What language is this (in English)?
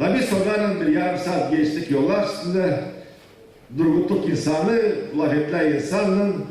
Gagauz